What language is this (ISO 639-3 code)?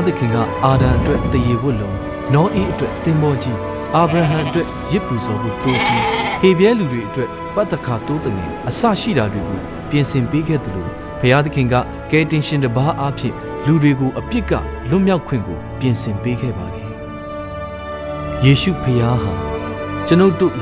mya